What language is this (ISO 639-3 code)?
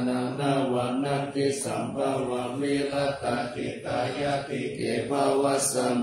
pli